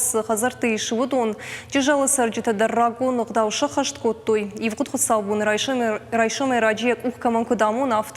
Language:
Ossetic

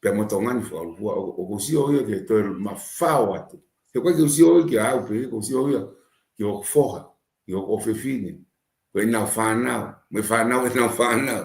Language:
Tongan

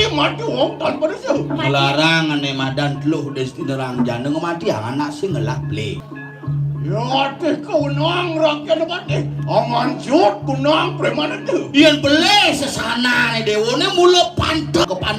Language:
Balinese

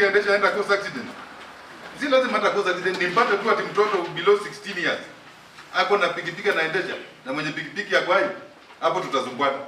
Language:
Gusii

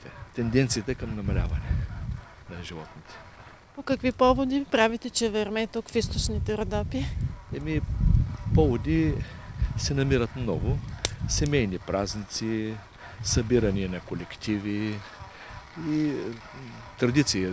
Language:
Bulgarian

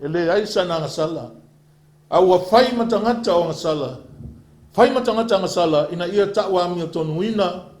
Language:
Samoan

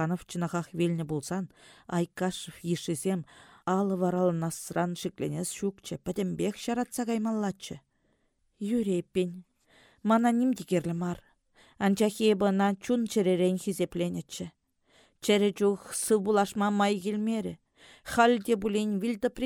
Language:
Chuvash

